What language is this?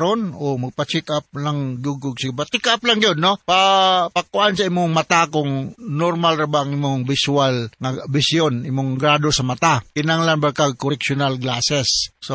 Cebuano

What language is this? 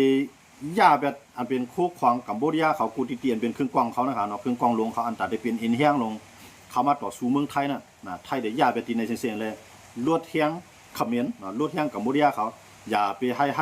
Shan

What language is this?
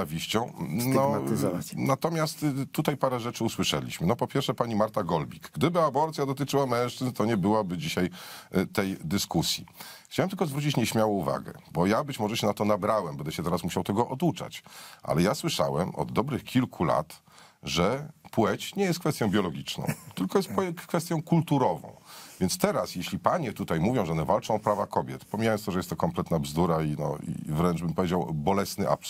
Polish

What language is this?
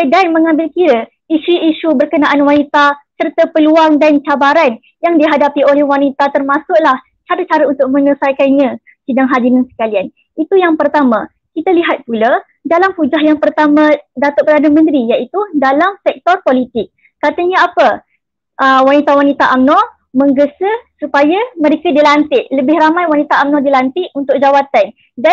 Malay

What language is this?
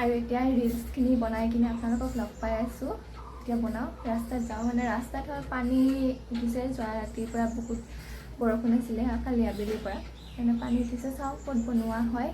Assamese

